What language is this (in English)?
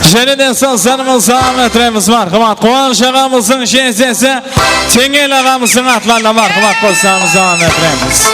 Kara-Kalpak